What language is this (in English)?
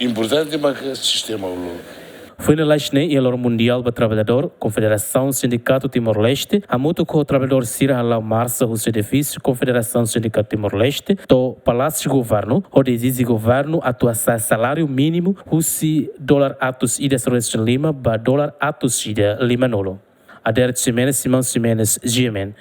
Tetum